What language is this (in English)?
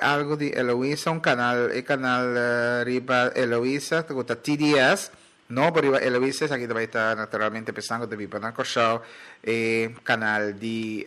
Papiamento